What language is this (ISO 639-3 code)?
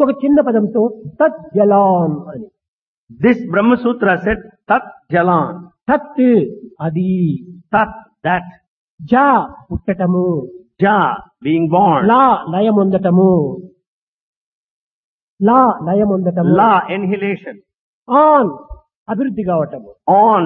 tel